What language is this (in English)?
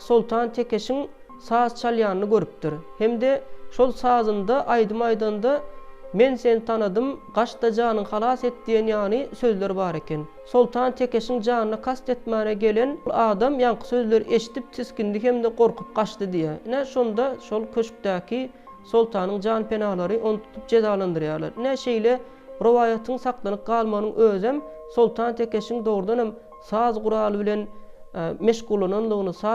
Turkmen